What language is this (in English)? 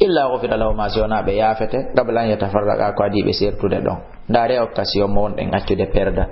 Fula